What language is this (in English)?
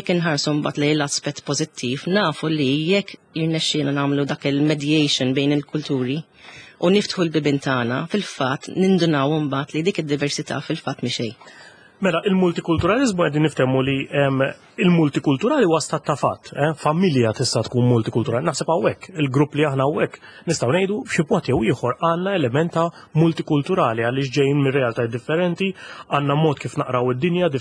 Maltese